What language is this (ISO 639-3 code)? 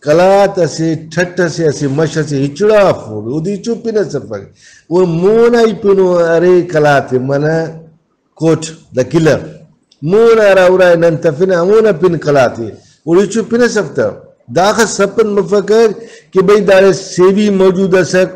brh